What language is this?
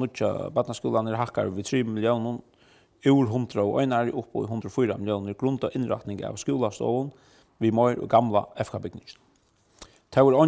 Faroese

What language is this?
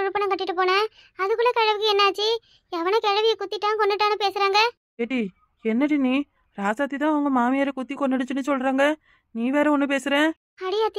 Tamil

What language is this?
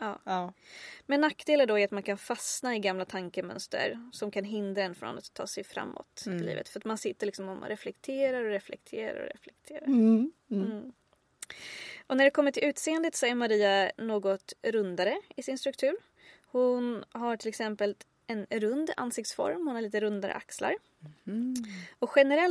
Swedish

